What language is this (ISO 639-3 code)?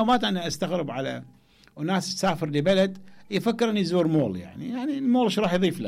acm